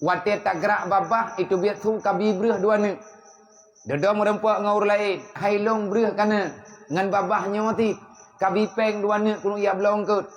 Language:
Achinese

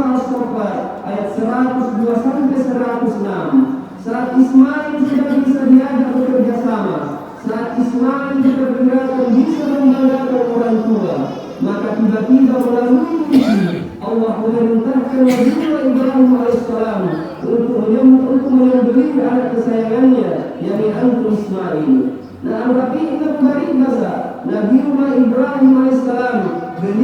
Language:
Makasar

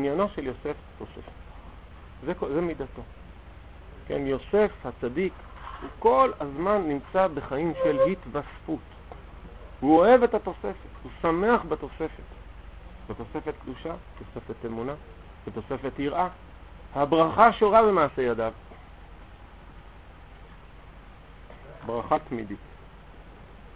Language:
Hebrew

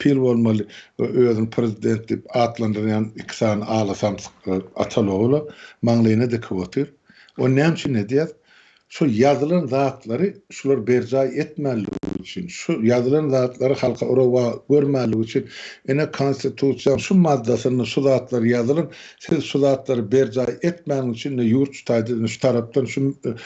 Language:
Turkmen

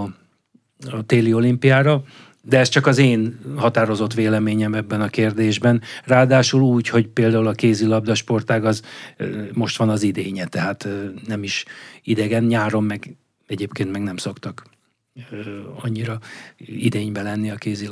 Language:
Hungarian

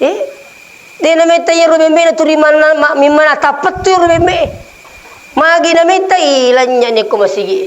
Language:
Buginese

